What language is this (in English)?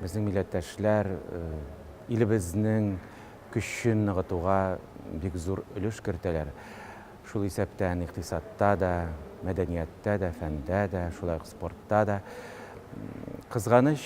Tatar